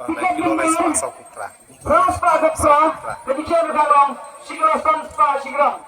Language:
Khasi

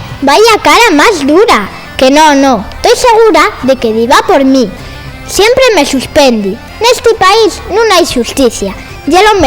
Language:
Asturian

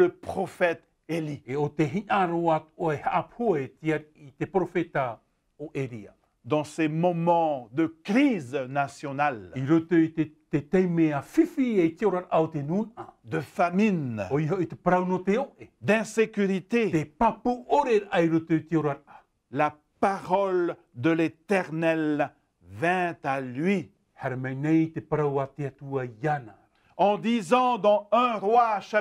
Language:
Tahitian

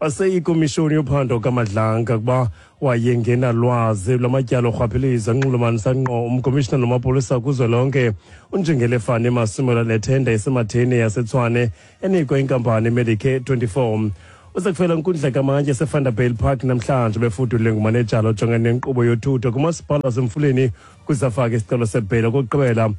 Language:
Xhosa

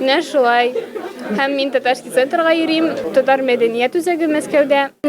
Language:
Tatar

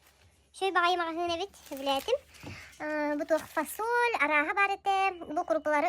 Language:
Yakut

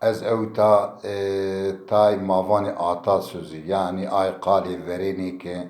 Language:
Zaza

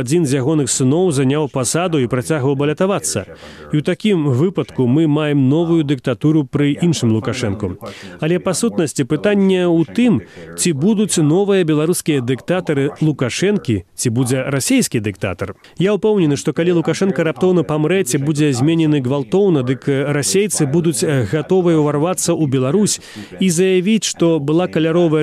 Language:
Belarusian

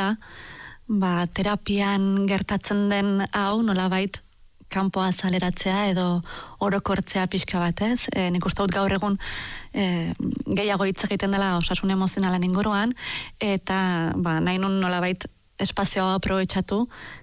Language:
Basque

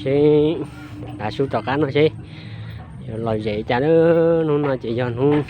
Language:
Hmong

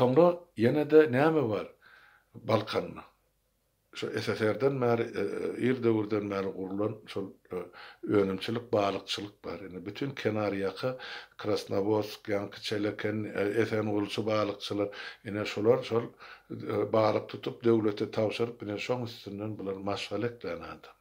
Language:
Turkmen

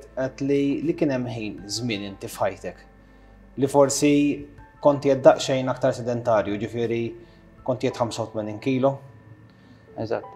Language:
Maltese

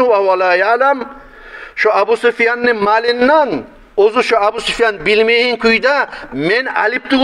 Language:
Kumyk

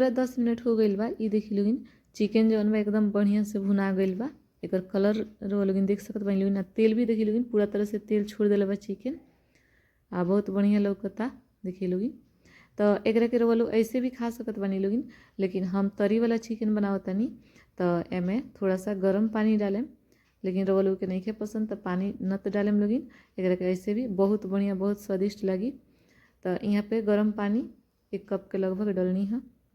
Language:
Bhojpuri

